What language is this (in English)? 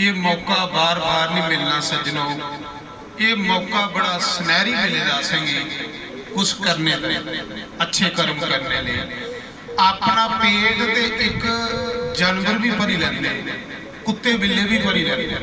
Dogri